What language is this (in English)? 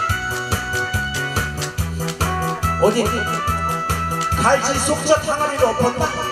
Korean